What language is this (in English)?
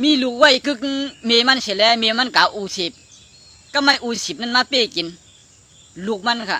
Shan